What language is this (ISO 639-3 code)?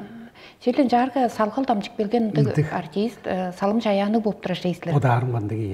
tyv